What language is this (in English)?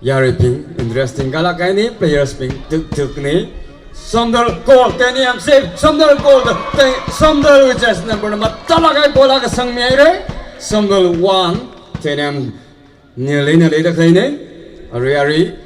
Tangkhul Naga (India)